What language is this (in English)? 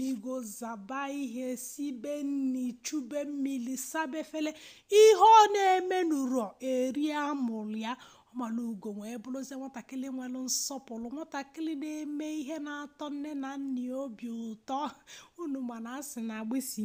Igbo